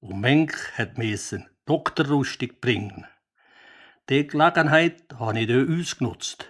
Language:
Swiss German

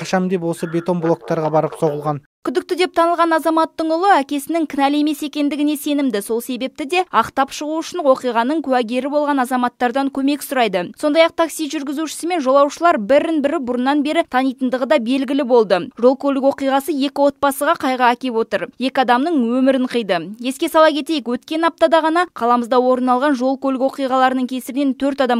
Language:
Kazakh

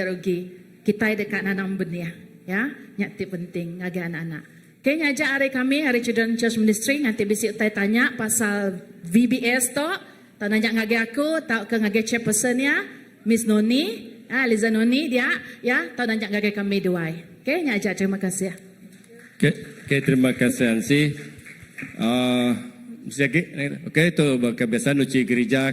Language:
Iban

